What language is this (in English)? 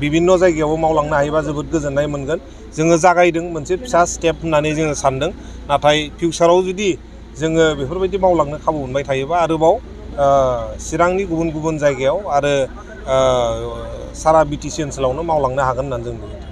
Bodo